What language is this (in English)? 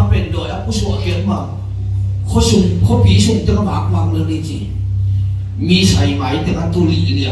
Tedim Chin